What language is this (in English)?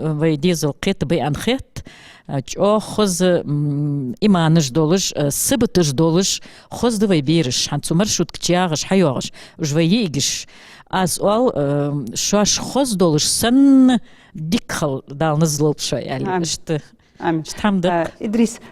Ingush